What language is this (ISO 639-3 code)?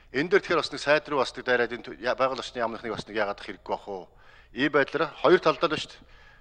mon